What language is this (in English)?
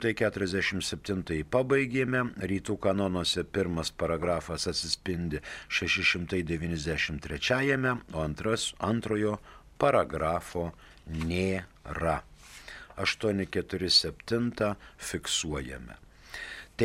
Lithuanian